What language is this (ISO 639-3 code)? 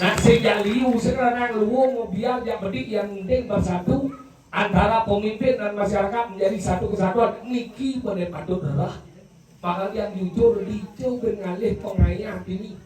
ban